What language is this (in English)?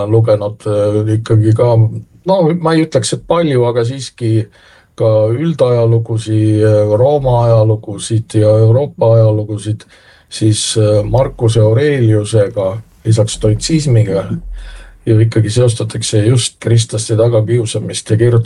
Estonian